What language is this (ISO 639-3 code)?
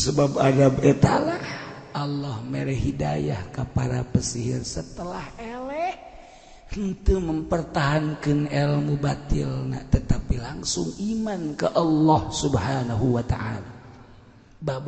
sun